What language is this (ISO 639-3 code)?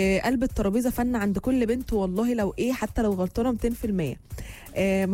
arz